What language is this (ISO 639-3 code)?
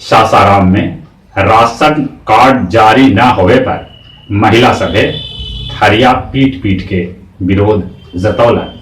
mag